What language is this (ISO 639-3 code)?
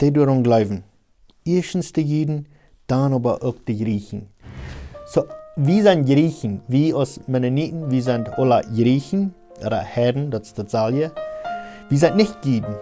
pdt